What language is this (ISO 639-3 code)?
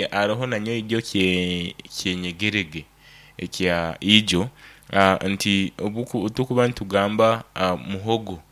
nyn